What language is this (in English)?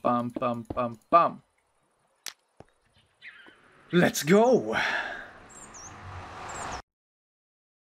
Swedish